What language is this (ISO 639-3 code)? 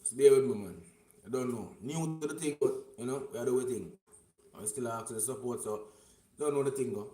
jam